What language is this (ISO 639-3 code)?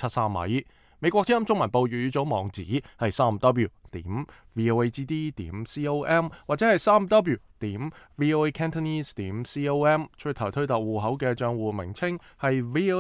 yue